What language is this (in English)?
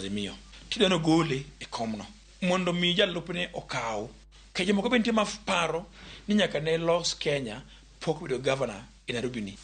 Luo (Kenya and Tanzania)